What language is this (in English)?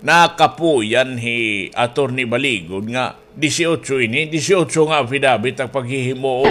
Waray